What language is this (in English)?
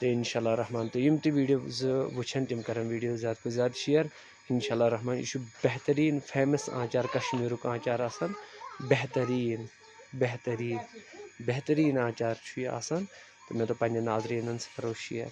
Kashmiri